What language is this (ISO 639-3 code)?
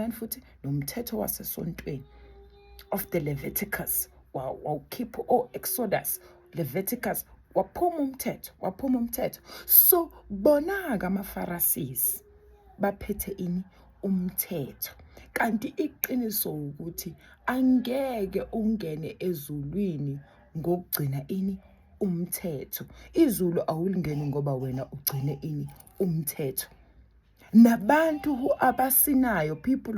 zul